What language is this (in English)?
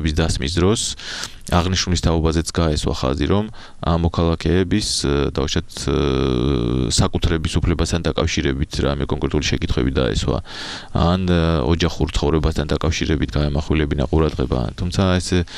Georgian